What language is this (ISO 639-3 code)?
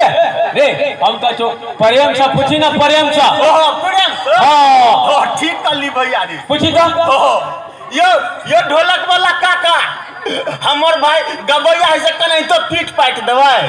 mai